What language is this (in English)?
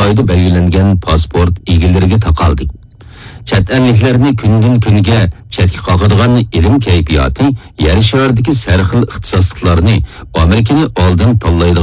Uyghur